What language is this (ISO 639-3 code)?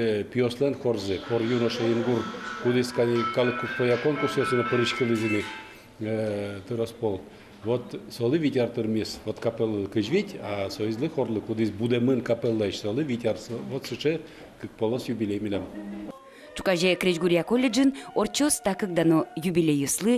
udm